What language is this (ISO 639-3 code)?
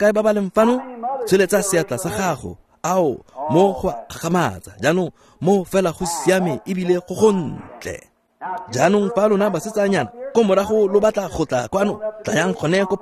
tsn